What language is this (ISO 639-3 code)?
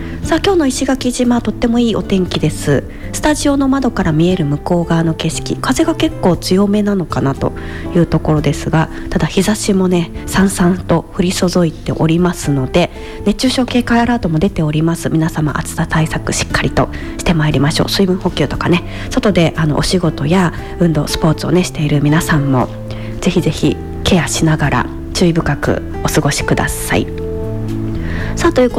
jpn